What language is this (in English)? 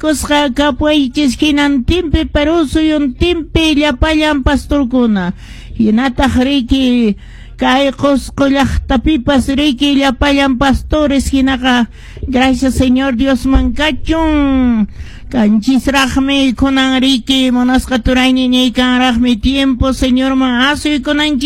Quechua